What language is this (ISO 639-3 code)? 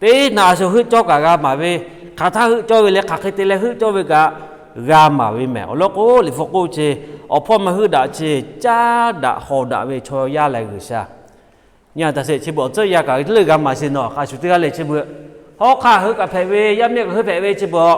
lhu